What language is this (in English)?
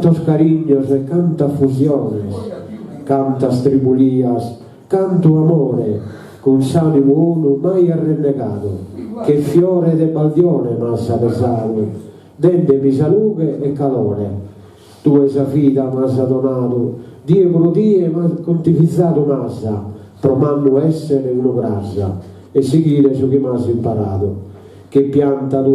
Sardinian